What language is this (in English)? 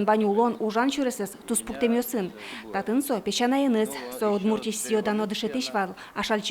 Udmurt